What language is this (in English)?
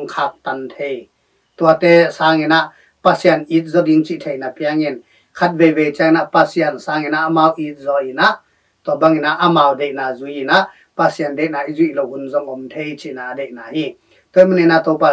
Tedim Chin